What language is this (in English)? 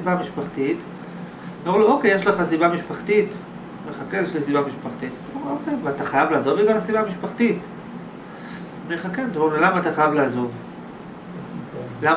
Hebrew